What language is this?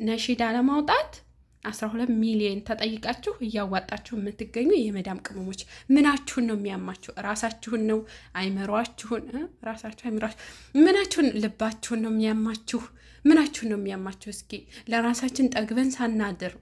Amharic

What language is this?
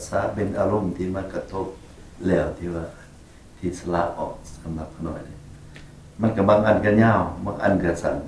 Northeastern Thai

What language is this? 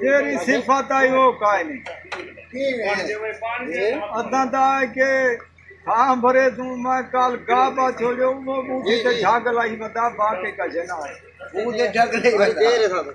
Saraiki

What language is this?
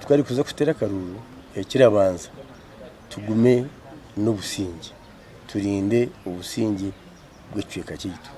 Nyankole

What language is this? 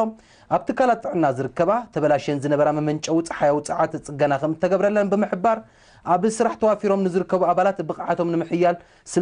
Tigrinya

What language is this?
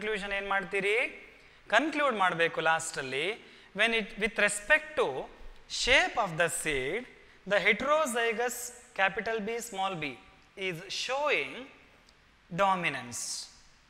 Kannada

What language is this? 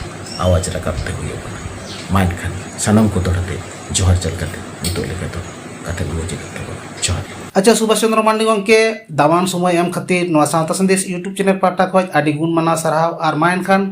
Santali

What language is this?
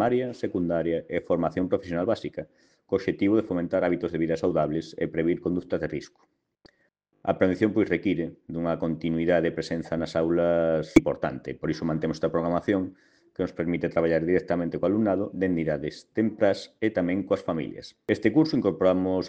Galician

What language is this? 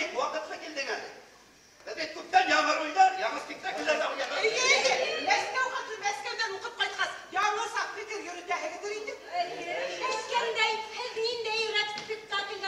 Bashkir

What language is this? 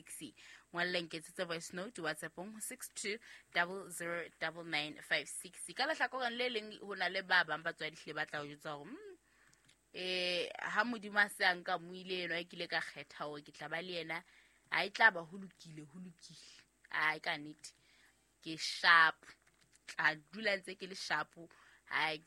Southern Sotho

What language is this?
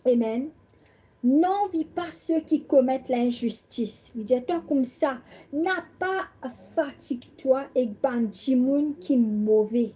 Morisyen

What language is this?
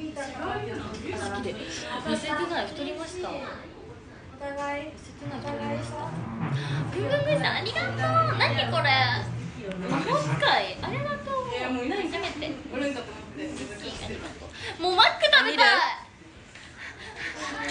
Japanese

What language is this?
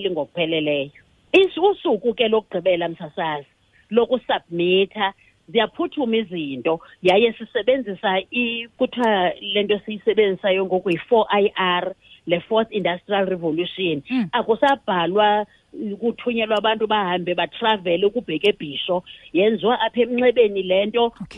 Xhosa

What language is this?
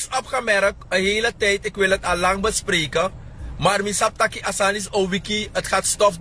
Sranan Tongo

